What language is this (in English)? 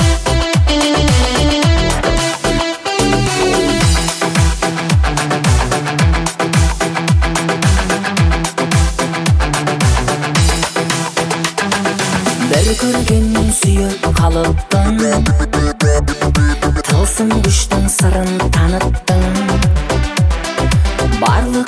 Kazakh